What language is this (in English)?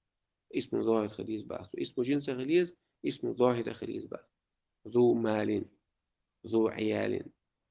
Chechen